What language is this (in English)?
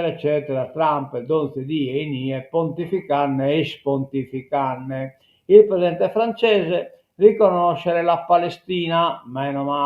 Sardinian